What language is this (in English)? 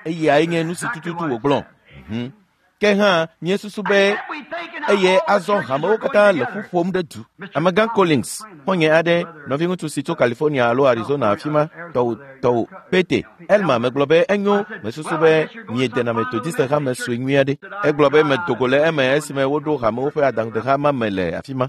Ewe